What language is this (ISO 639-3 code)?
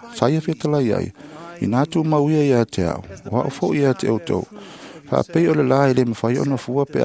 smo